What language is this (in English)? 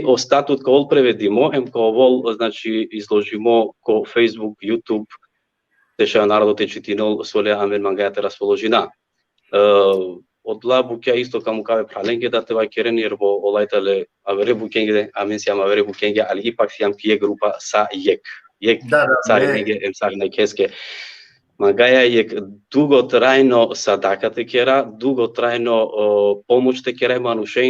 Balkan Romani